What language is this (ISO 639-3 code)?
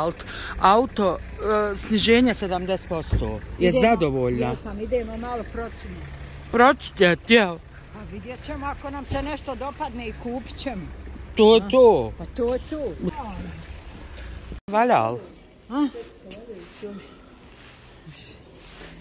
bos